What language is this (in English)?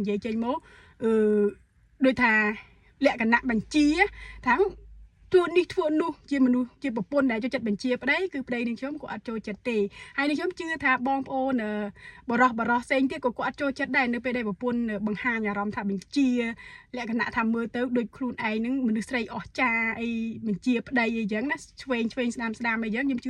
Khmer